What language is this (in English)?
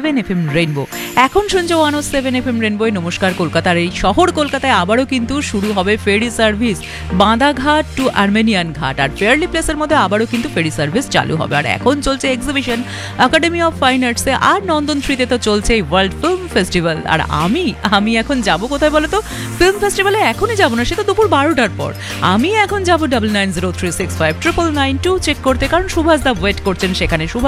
Bangla